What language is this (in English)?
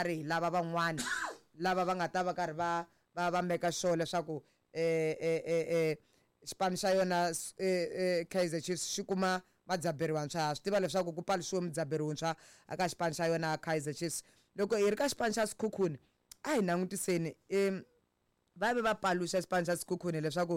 Tsonga